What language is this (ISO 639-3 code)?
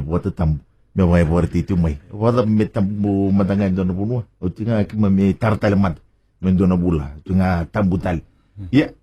fij